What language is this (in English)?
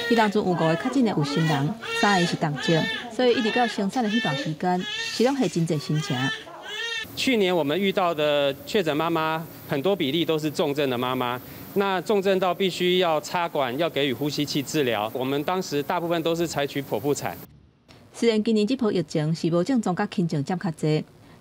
Min Nan Chinese